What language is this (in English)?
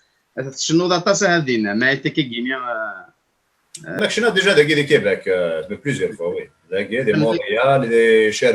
Kabyle